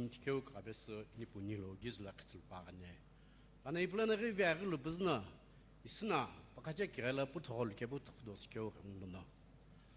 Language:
Sumi Naga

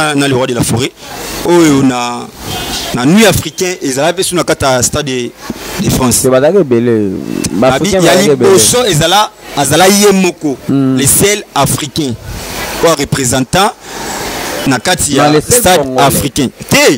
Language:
Lingala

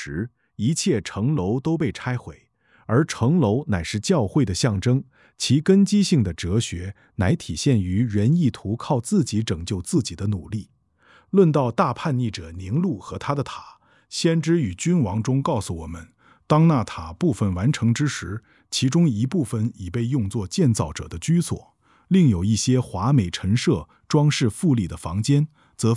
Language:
Chinese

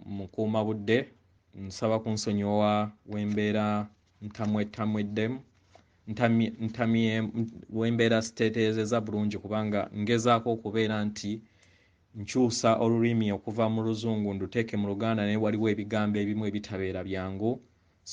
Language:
Ganda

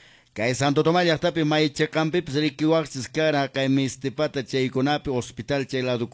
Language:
Quechua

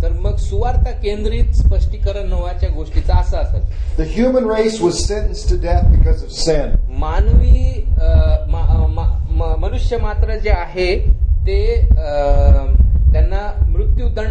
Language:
Marathi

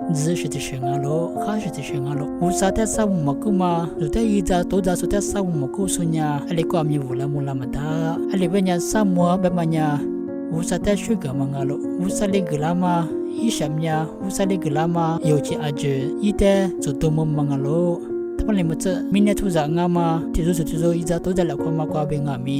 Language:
Lisu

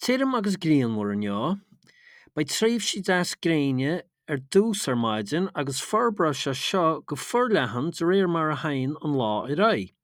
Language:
Irish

